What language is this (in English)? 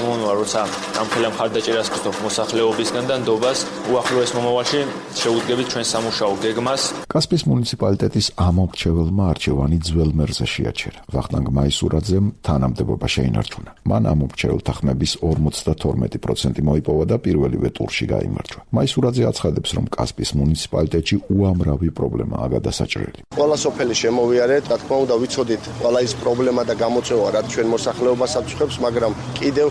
Georgian